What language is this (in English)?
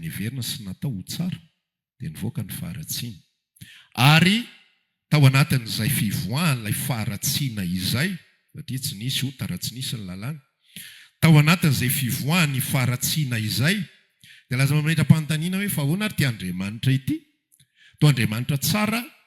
Malagasy